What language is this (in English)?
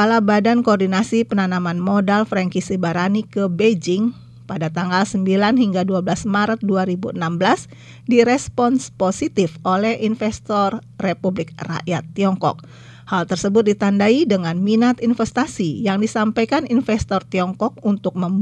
Indonesian